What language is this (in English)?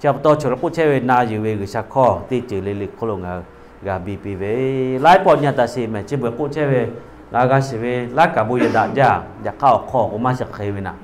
Lahu